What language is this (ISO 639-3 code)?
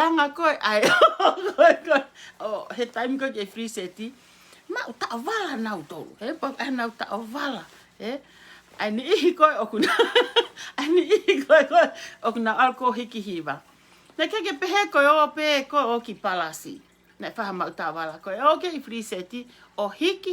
ton